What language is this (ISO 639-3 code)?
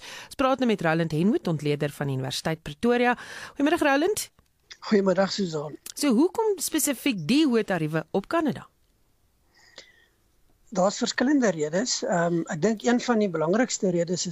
afr